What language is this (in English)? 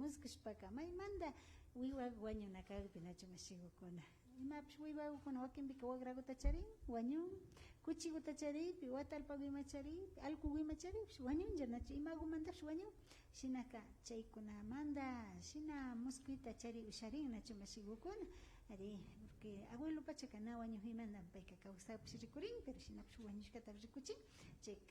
Imbabura Highland Quichua